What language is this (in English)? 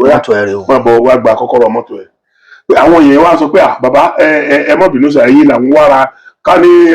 Yoruba